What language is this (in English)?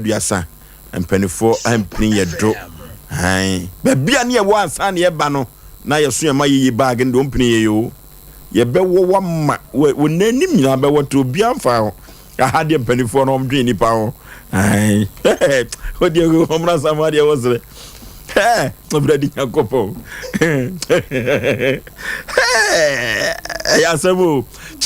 Akan